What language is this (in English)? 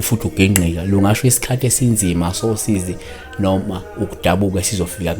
Zulu